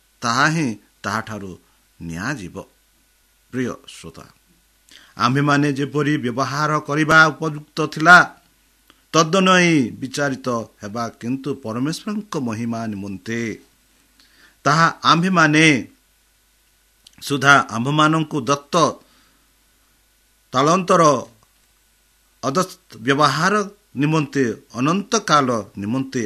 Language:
Odia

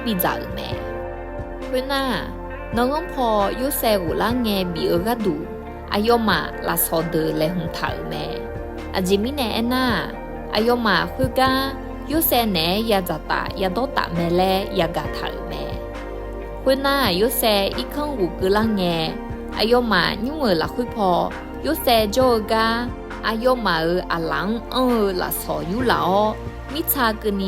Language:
Akha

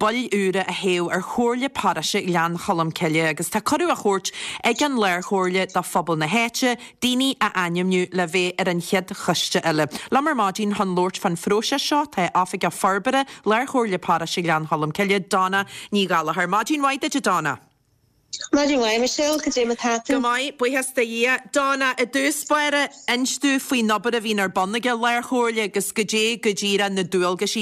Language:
Irish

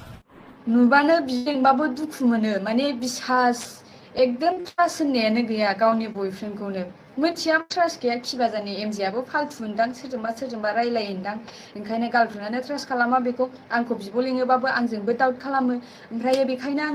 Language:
Bodo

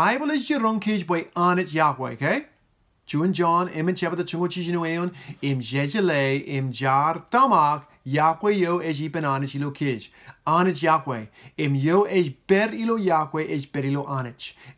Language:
Marshallese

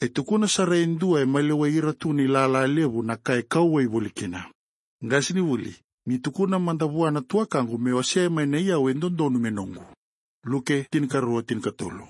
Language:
Fijian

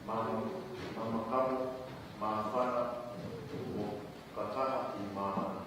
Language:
Tongan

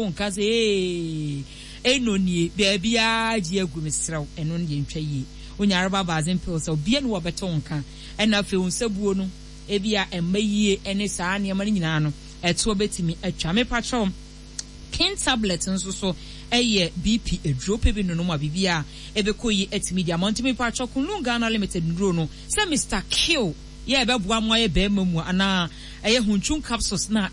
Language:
Akan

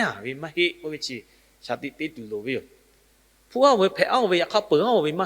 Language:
Lahu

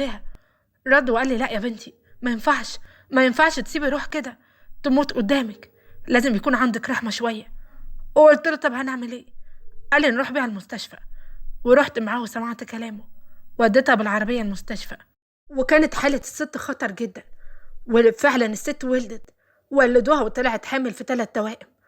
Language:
Egyptian Arabic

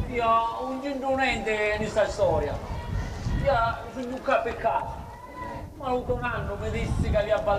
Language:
Sicilian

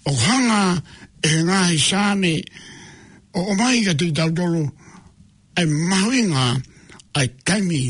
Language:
Tongan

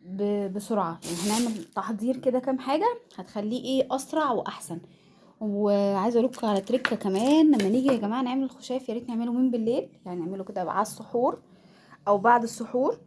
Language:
Egyptian Arabic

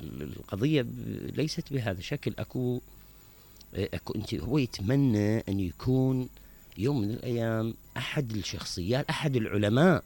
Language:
Mesopotamian Arabic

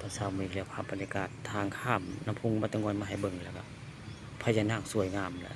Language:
Northeastern Thai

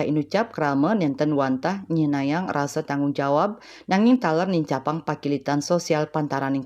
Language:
Balinese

